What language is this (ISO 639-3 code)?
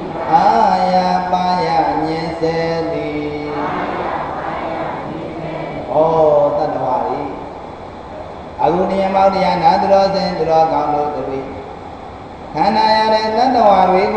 mya